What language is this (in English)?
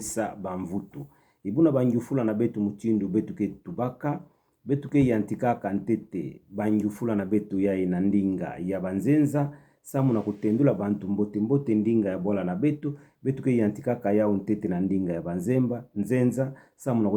Kituba (Democratic Republic of Congo)